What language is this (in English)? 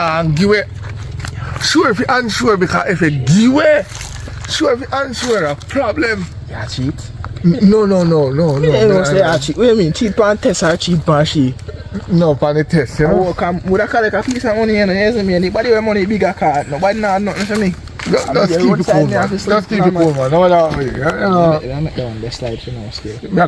Jamaican Creole English